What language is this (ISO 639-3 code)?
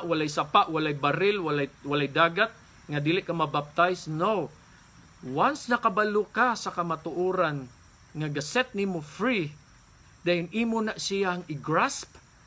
ceb